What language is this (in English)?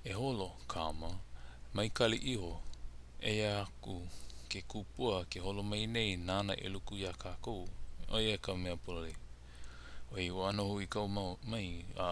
Hawaiian